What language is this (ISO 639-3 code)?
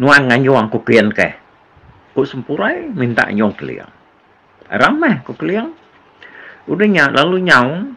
iba